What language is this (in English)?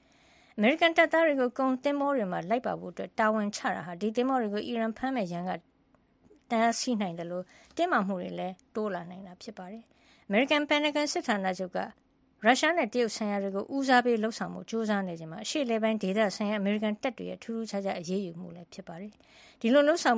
Burmese